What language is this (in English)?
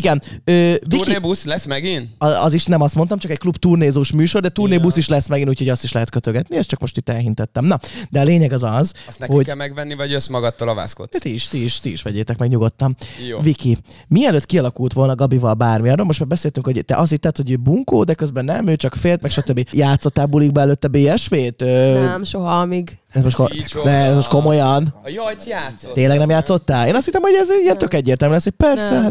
Hungarian